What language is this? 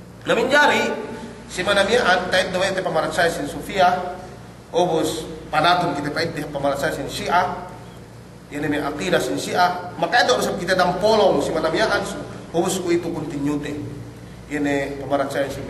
Yakan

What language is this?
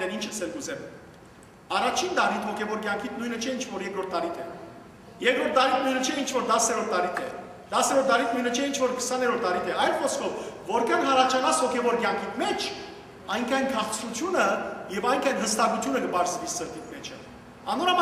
Western Armenian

